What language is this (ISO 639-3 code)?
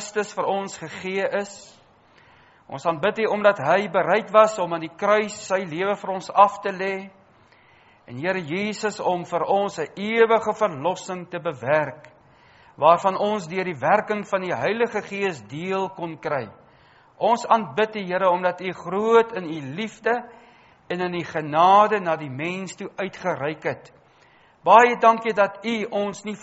afr